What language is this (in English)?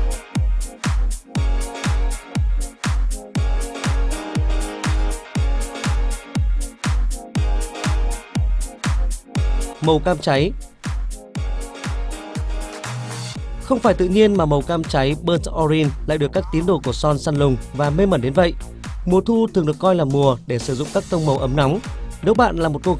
Vietnamese